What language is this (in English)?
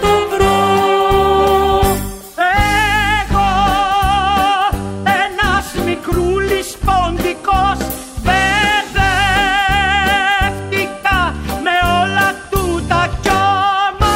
Greek